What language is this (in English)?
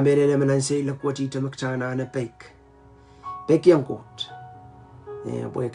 Pohnpeian